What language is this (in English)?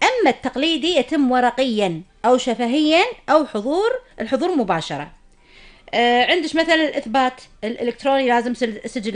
Gulf Arabic